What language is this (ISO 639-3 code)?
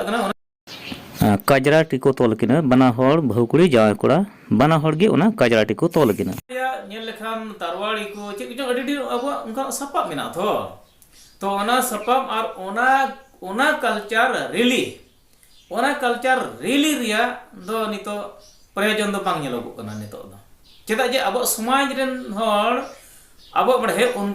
sat